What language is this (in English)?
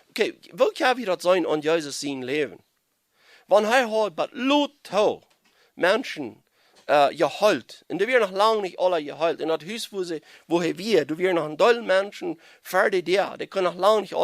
Plautdietsch